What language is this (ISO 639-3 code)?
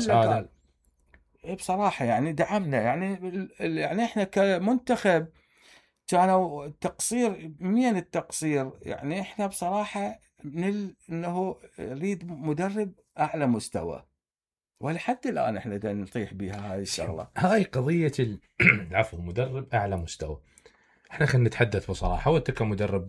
acm